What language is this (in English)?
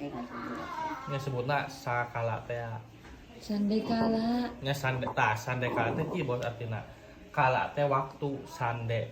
Sundanese